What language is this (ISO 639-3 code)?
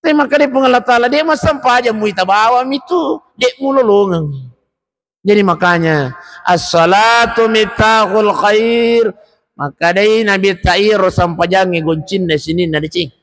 bug